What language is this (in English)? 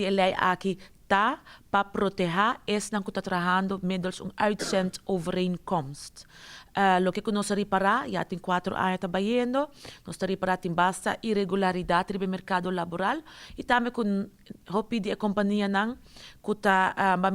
Papiamento